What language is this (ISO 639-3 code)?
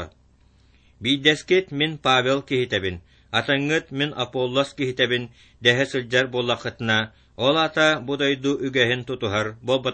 sah